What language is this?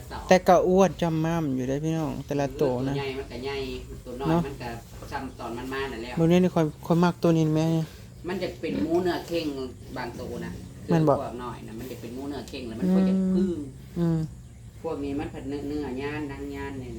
Northeastern Thai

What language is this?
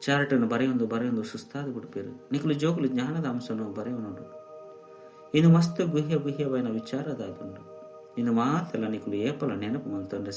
Tulu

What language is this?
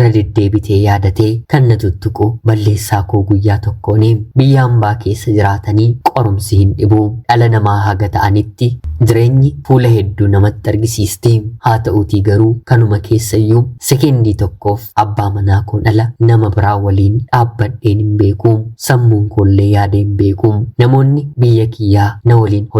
Oromo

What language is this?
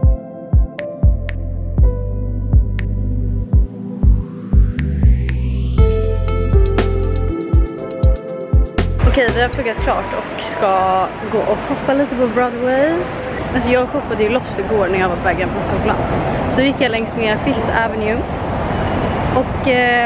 Swedish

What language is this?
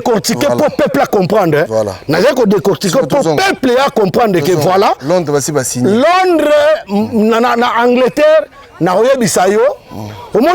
Lingala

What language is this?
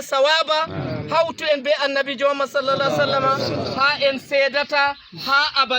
Fula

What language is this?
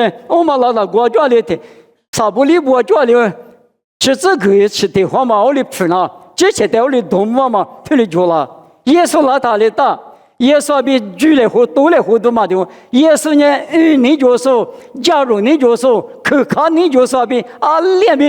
Lisu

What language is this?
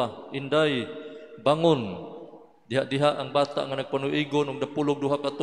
Cebuano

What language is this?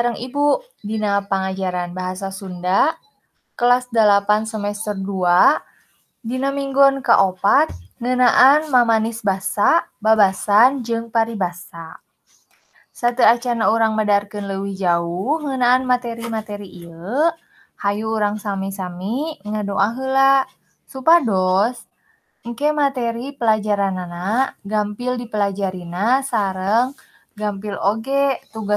Sundanese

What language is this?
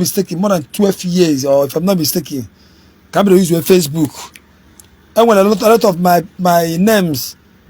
Igbo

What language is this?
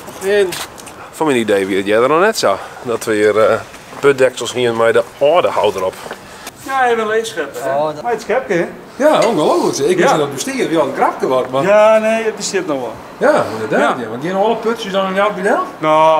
Western Frisian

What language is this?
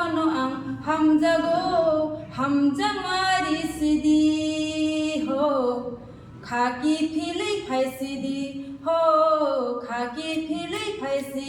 Kok Borok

